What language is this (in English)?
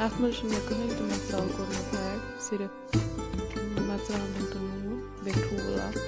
Kashmiri